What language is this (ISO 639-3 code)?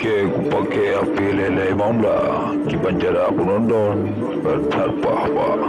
ace